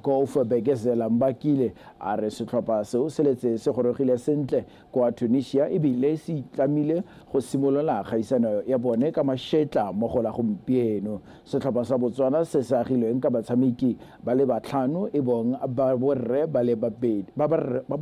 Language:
Tswana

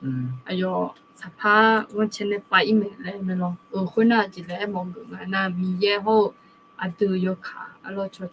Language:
Akha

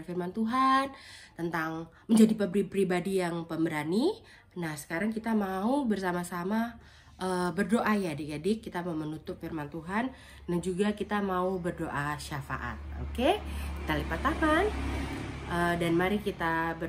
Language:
Indonesian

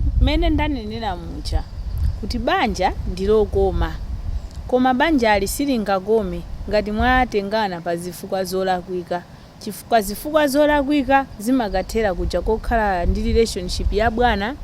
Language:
Nyanja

